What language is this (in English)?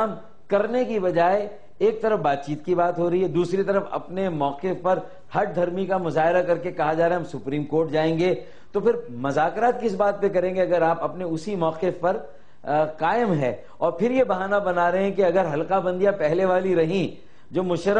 Urdu